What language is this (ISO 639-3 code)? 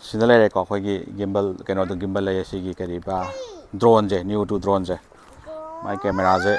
mni